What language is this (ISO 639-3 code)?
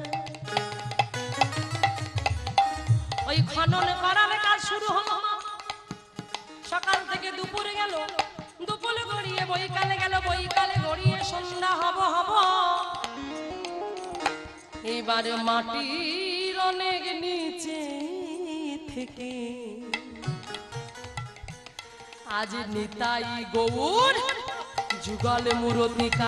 ben